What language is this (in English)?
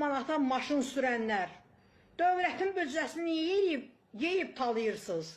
Azerbaijani